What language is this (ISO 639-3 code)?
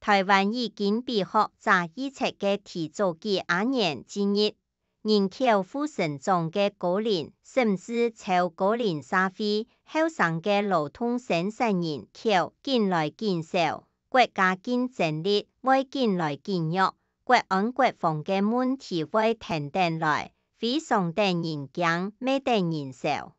hak